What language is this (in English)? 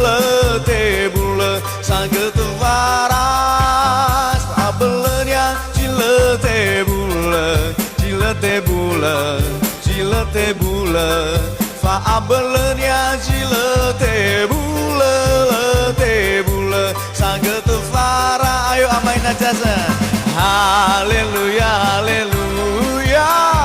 Nias